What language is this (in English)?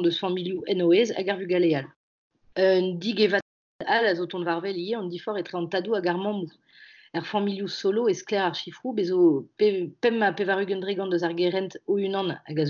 Breton